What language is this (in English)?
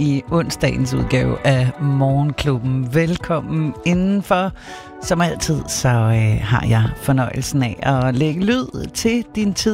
Danish